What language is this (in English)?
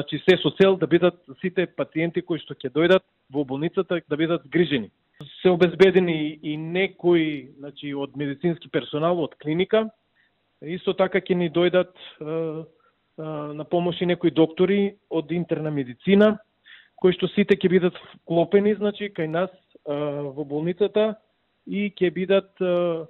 Macedonian